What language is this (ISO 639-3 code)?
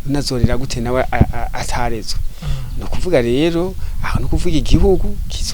run